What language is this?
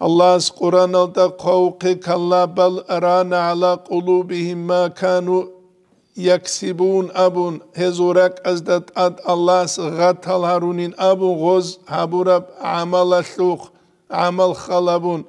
Avaric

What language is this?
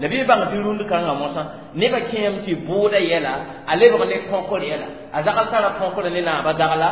Mossi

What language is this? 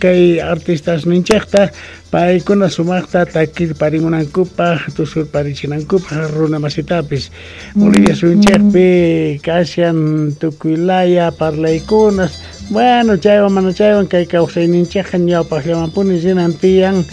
South Bolivian Quechua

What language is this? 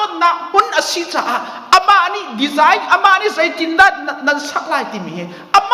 Hakha Chin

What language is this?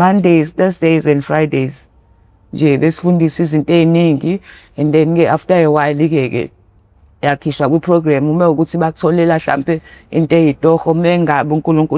Zulu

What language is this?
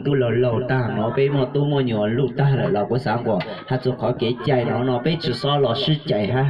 Hmong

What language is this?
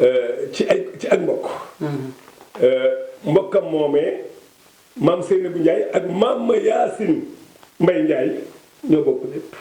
Wolof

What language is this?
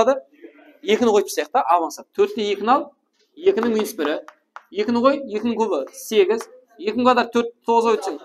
Kara-Kalpak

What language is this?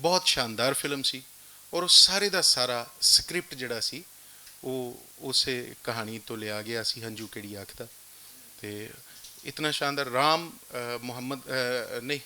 Western Panjabi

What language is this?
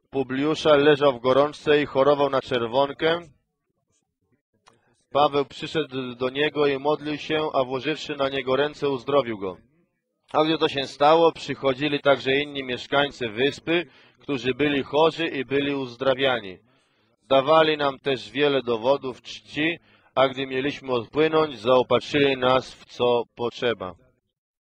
Polish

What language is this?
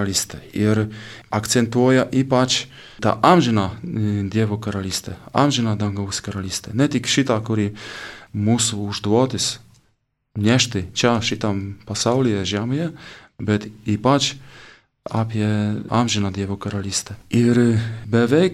Lithuanian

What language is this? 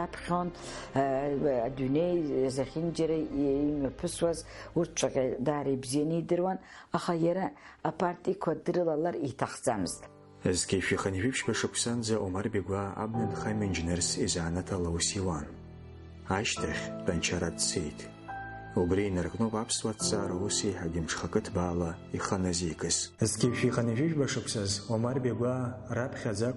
Abkhazian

